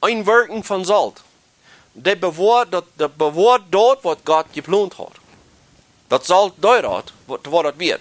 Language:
Plautdietsch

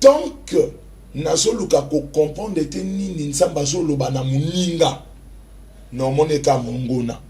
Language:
Lingala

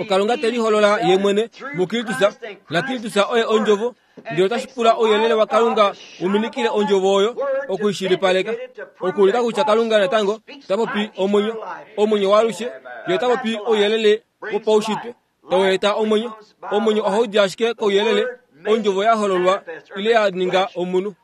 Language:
Kuanyama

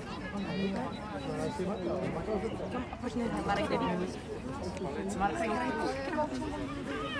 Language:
Czech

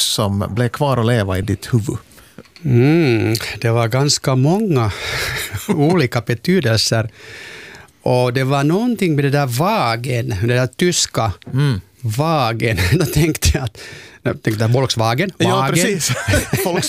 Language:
Swedish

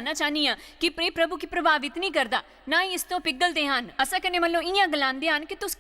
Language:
Dogri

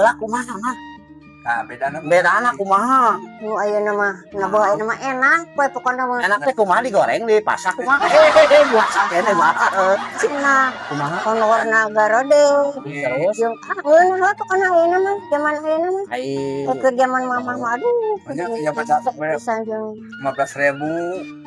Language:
Sundanese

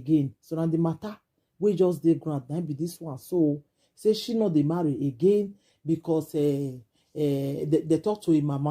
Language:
Nigerian Pidgin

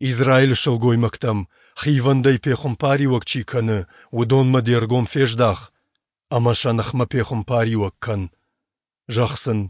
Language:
Ossetic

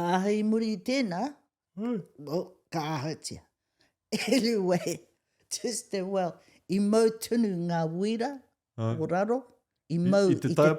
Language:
Māori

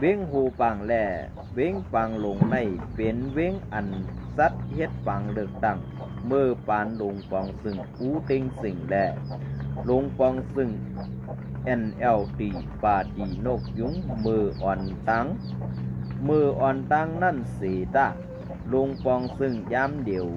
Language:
Shan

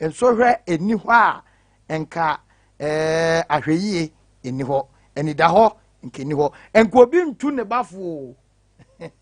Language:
Akan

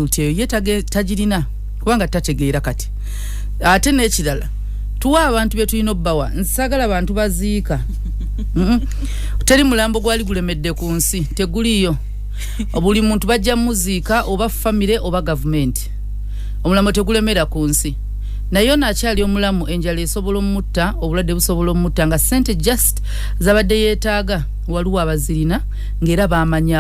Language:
Ganda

